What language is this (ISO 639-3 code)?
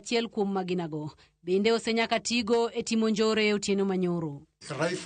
luo